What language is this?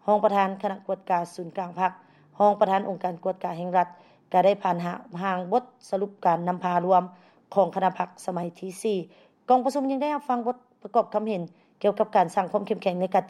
Lao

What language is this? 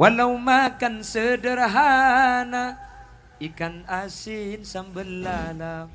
Madurese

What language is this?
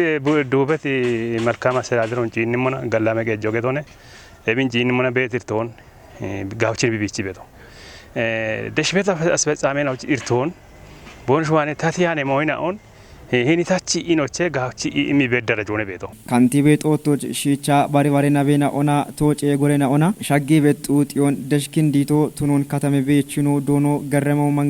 Kafa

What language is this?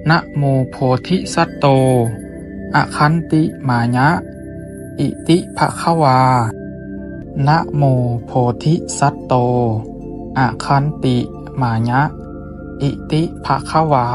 Pali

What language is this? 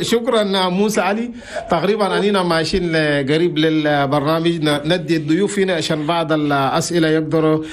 Chadian Arabic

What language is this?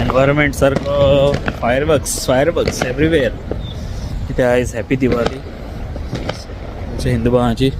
Konkani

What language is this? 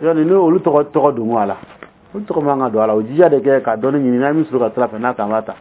Dyula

